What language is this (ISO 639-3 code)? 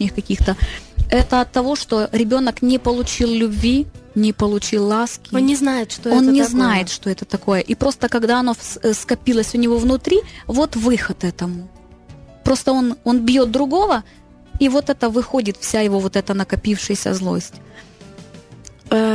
rus